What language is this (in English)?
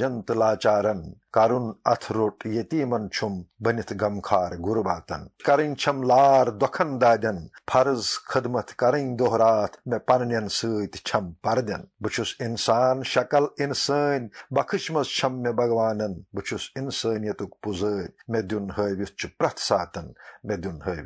Kashmiri